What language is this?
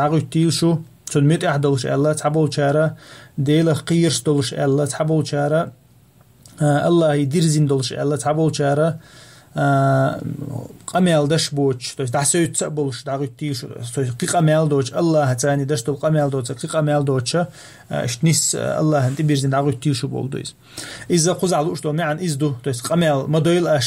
Chechen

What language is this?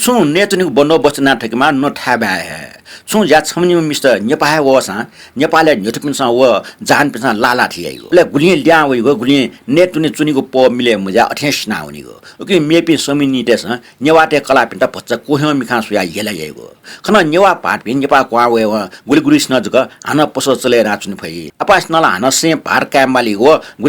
Newari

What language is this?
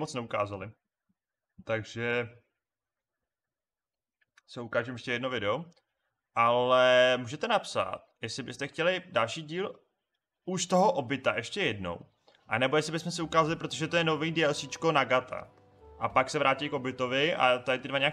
Czech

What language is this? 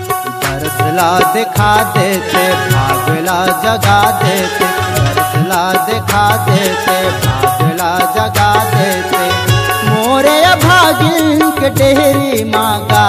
Chhattisgarhi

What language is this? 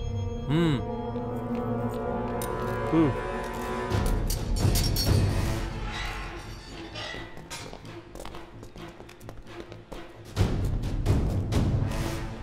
Kannada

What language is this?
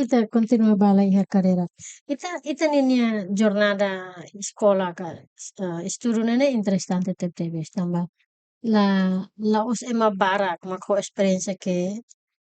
Tetum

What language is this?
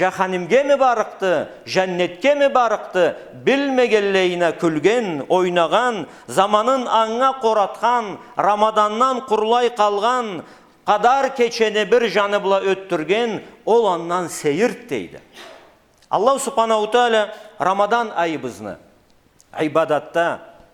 Karachay-Balkar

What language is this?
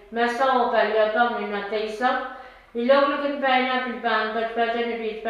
Pohnpeian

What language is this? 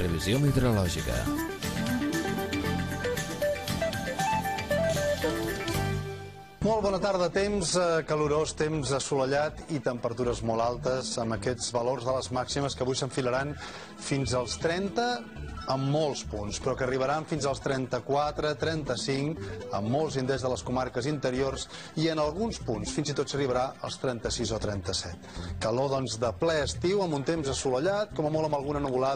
Catalan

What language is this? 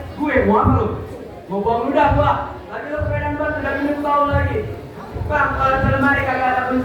Betawi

